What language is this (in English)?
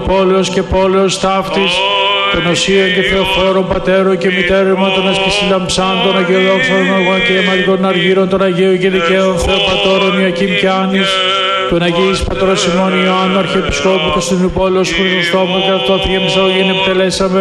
Greek